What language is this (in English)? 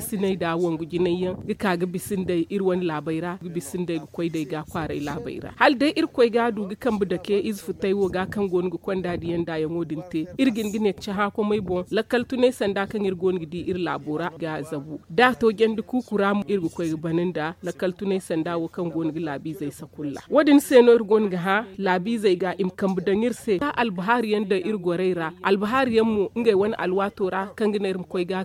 Zarma